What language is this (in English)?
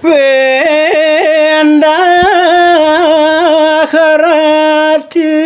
Balinese